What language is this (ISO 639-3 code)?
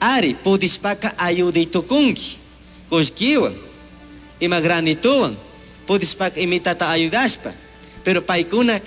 qug